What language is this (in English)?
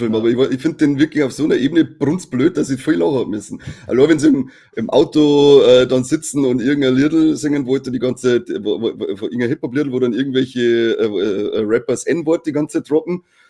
Bavarian